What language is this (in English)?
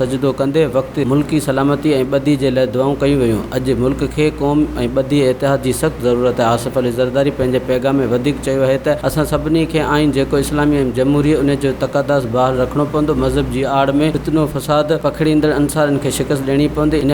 Sindhi